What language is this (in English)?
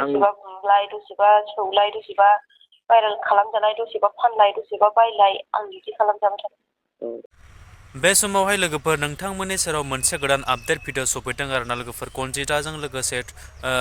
Bodo